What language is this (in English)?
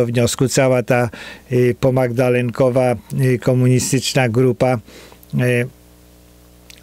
Polish